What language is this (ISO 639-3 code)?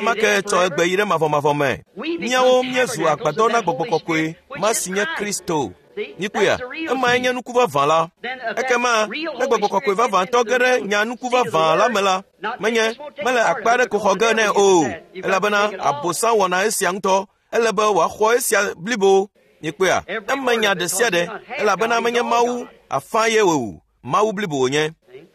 ewe